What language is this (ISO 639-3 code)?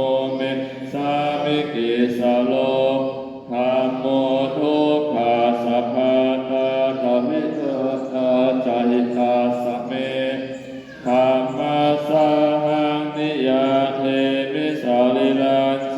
pli